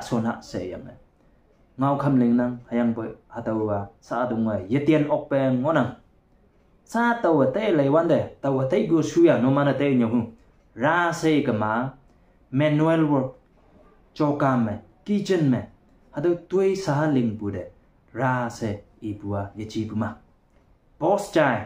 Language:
Konyak Naga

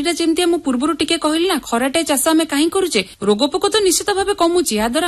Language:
Odia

